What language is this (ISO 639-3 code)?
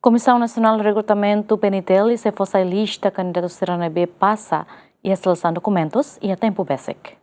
tet